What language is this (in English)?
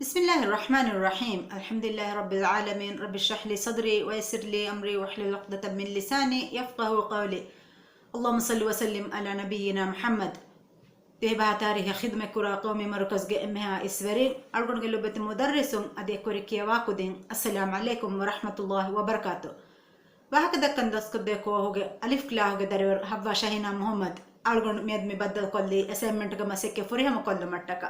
Divehi